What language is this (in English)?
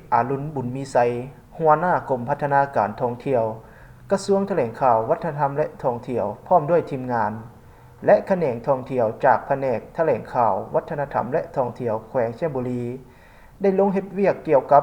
Lao